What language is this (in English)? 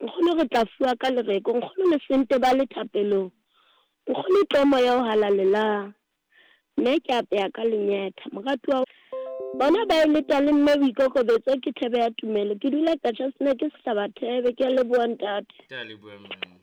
Southern Sotho